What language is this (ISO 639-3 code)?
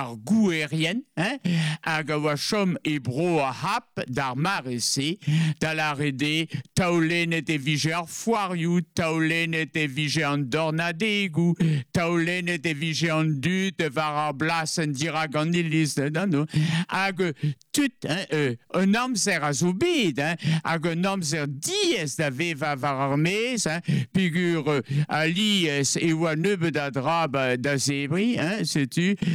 bre